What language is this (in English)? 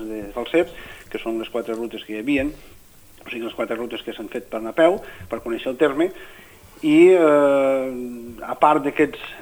Catalan